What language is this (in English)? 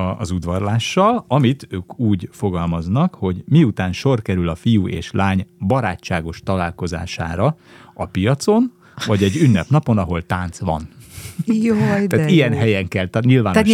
Hungarian